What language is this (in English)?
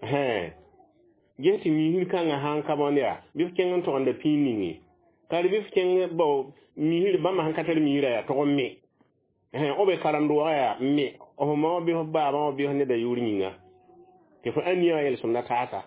Mossi